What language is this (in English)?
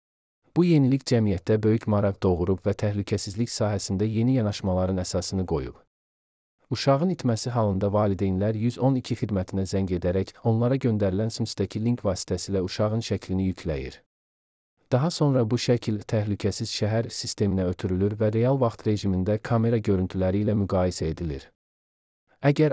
Azerbaijani